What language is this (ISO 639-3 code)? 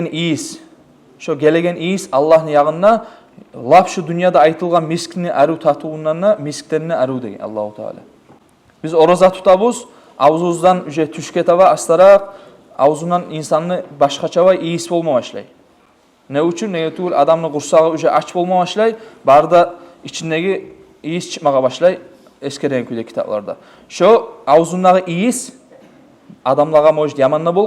kum